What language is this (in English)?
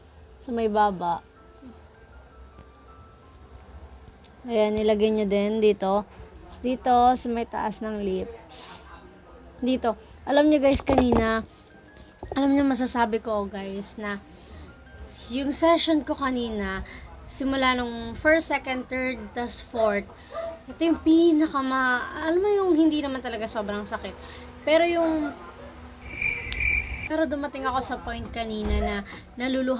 Filipino